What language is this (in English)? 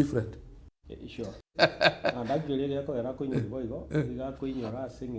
Gusii